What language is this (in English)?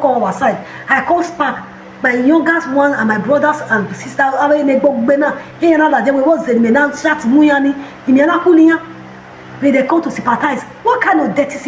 Nigerian Pidgin